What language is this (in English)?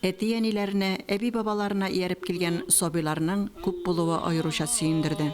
Tatar